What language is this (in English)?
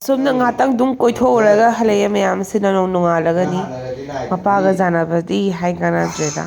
Manipuri